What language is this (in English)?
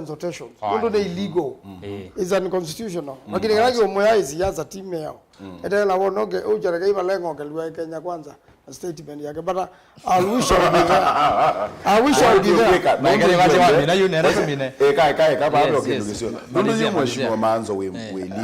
Kamba